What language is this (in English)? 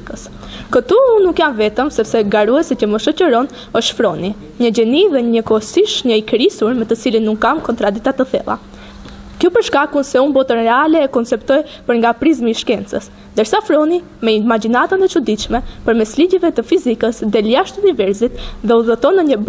Albanian